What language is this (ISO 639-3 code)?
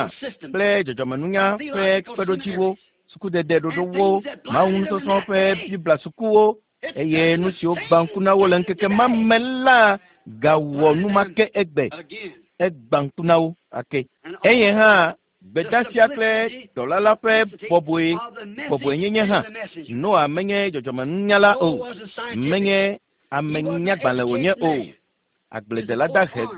ewe